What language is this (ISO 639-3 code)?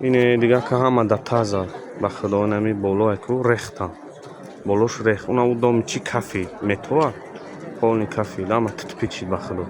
tgk